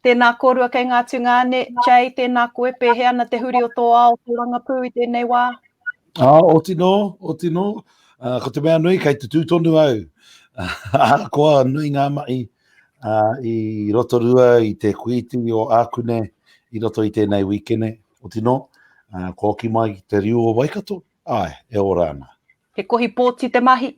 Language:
Māori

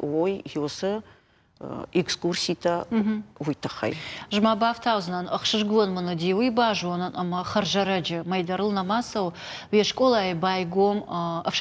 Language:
Ossetic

